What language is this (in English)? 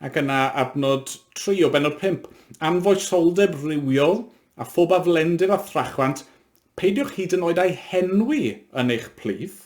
Welsh